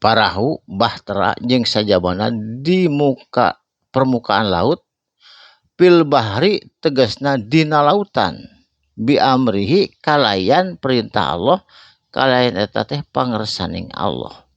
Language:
Sundanese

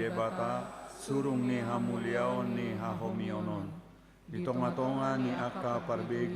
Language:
Batak Toba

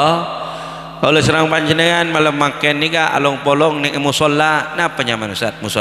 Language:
Madurese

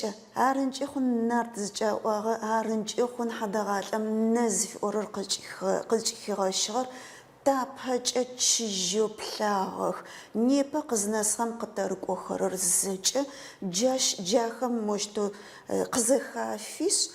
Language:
Adyghe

